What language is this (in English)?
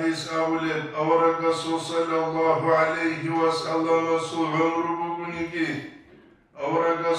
Avaric